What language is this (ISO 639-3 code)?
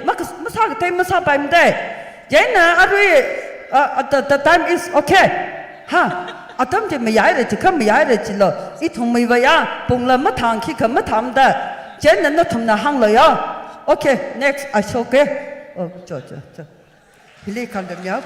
nmf